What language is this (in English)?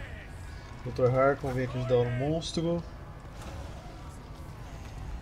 Portuguese